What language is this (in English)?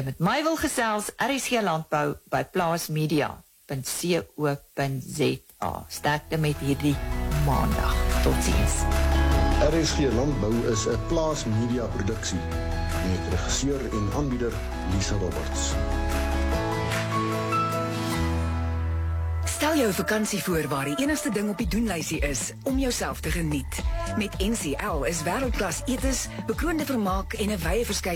Afrikaans